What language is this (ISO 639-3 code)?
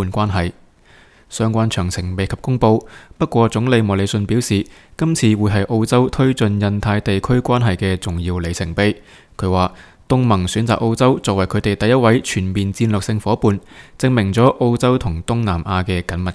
yue